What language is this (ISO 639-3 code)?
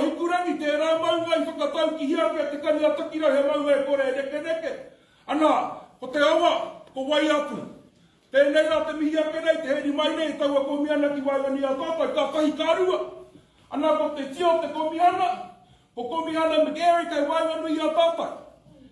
mri